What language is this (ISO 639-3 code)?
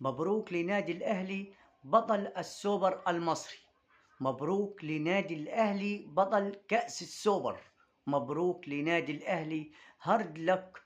arz